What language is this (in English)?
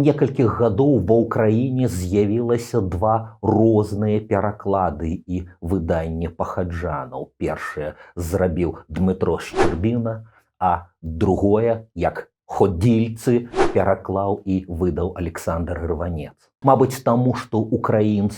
Belarusian